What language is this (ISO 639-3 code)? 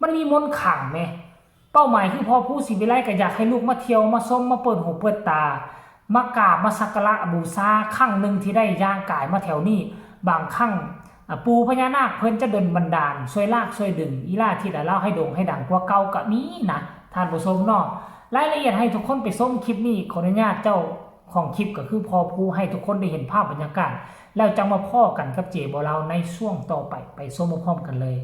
tts